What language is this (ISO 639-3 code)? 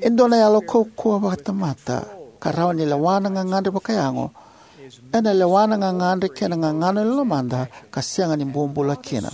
fij